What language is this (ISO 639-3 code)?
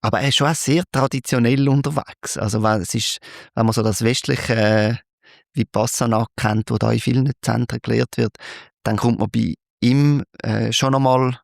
gsw